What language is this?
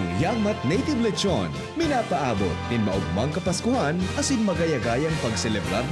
Bikol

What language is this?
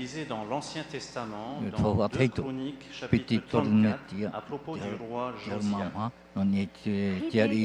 Tahitian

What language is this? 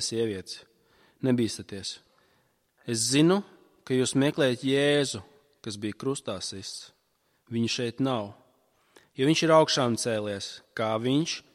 Latvian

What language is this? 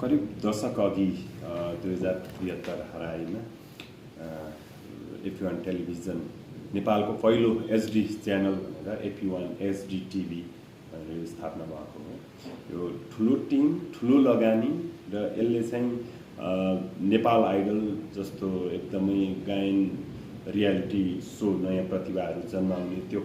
Nepali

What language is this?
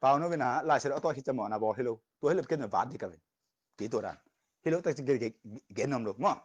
Tedim Chin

